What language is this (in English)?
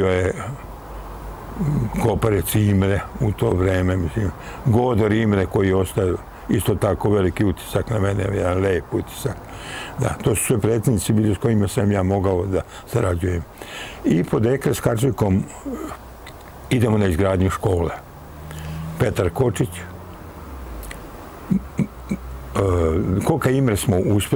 Serbian